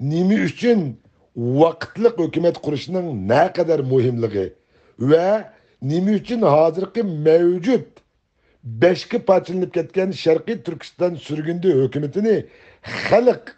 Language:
Uyghur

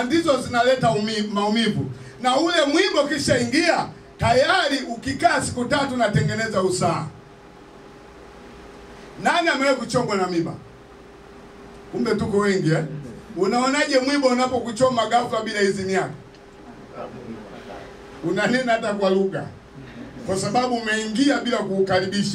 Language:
Swahili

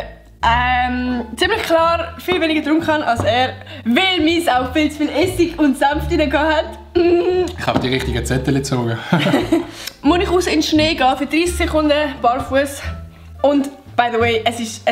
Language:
Swiss German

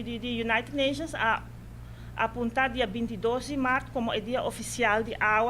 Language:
Papiamento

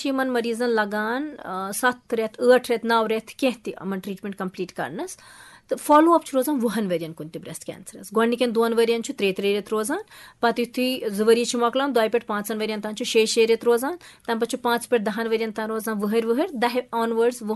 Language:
Kashmiri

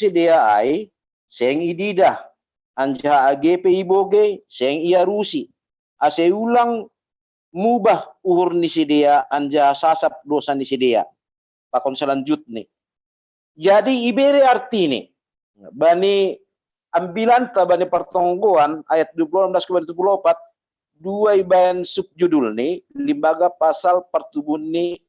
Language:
Batak Simalungun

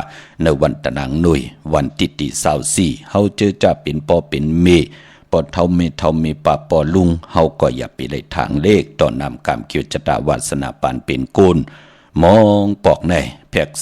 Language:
Shan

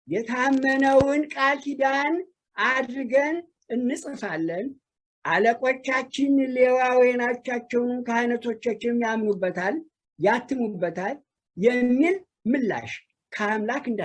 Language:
Amharic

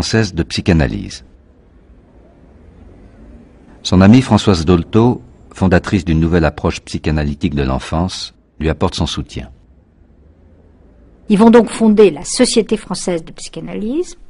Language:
French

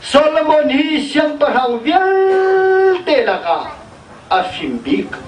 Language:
Hakha Chin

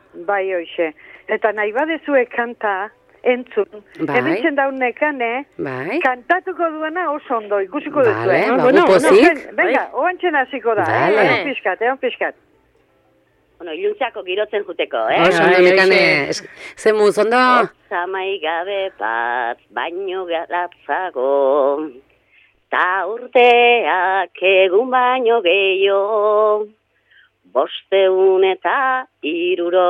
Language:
Basque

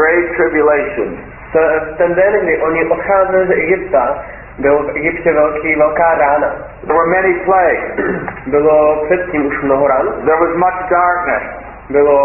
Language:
Czech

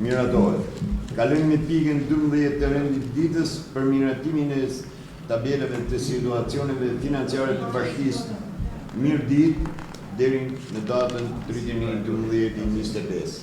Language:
Albanian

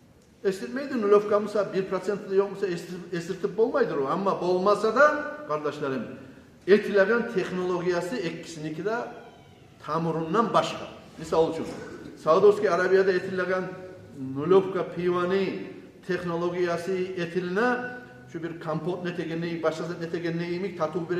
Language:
Kumyk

